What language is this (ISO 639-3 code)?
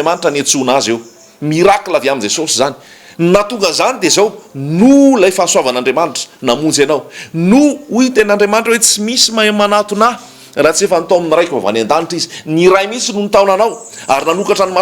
mlg